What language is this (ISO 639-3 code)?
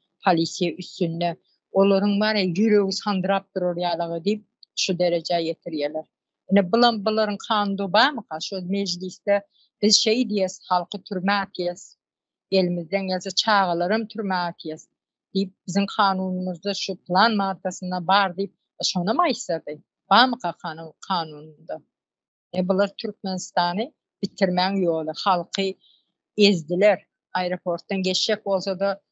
tuk